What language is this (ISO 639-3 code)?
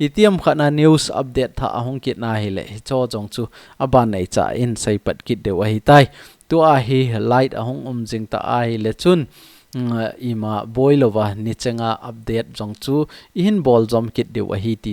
tcz